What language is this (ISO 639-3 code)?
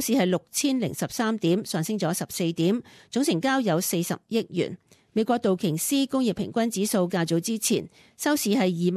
yue